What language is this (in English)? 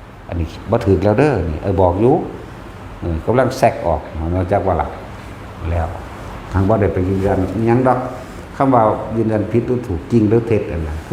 Northeastern Thai